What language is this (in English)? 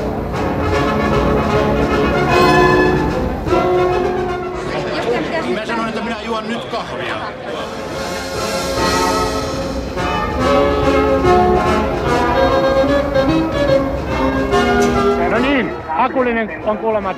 Finnish